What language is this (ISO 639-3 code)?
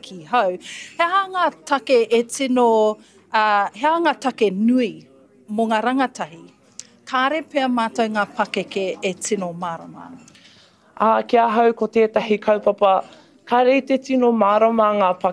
mri